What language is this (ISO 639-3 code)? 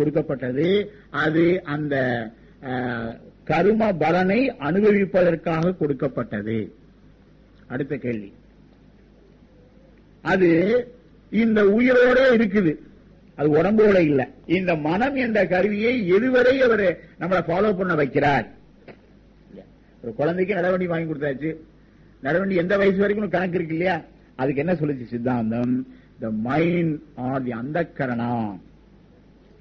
tam